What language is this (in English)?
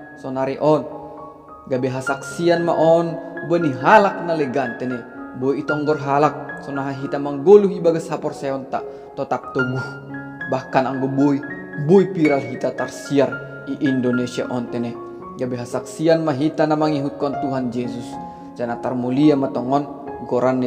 Batak Simalungun